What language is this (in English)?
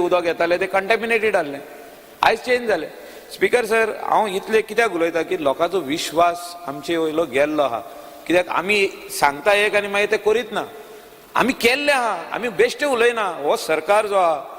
Konkani